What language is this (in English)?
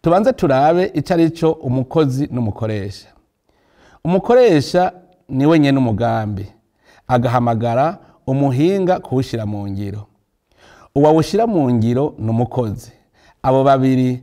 Rundi